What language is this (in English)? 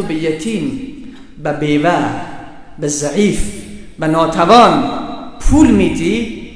Persian